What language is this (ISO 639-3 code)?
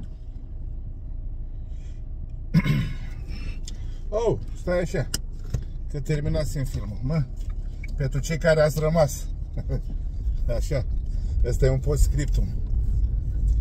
ron